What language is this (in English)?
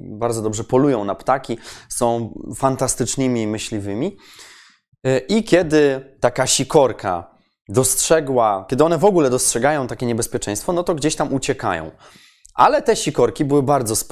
Polish